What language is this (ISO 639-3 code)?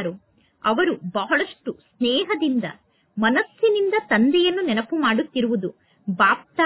kan